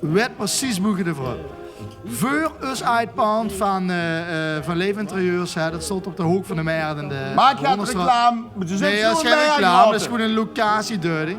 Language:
Limburgish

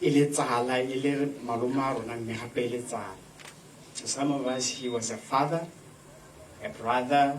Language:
Tswana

